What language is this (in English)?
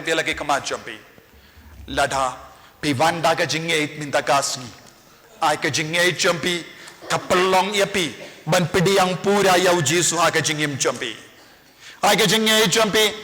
Khasi